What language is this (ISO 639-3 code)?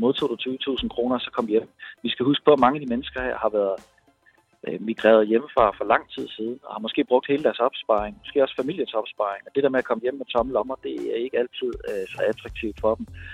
dan